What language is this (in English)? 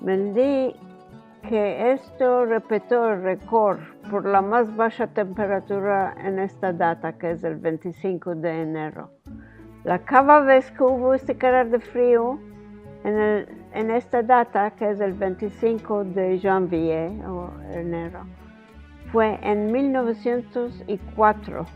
Ladino